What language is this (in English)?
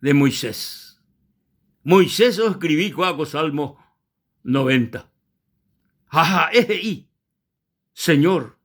Guarani